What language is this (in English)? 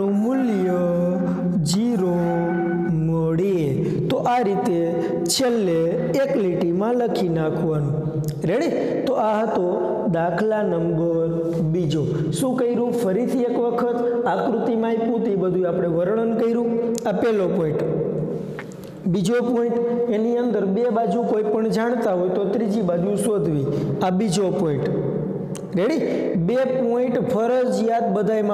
Gujarati